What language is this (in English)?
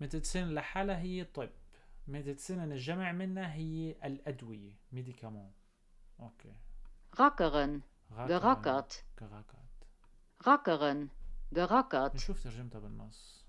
North Levantine Arabic